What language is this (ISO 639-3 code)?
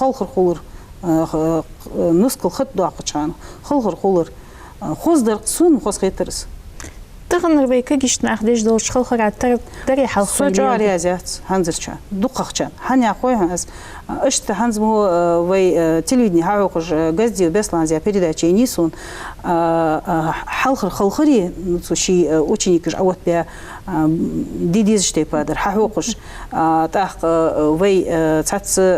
inh